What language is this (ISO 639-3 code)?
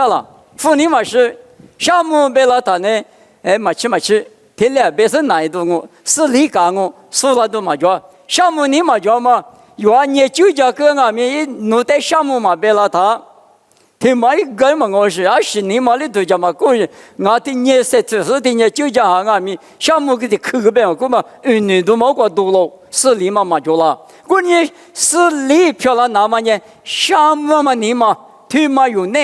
lis